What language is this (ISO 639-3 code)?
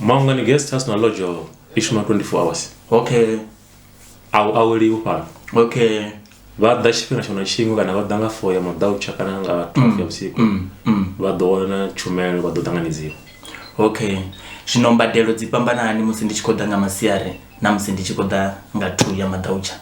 ven